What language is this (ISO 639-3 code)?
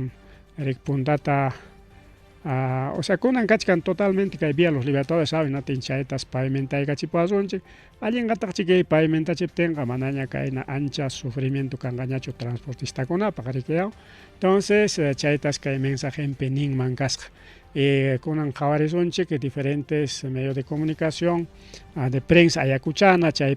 quy